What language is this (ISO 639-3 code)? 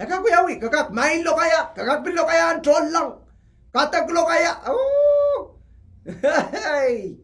pon